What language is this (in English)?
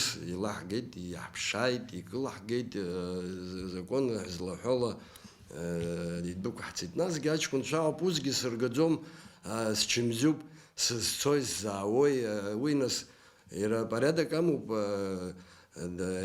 Abkhazian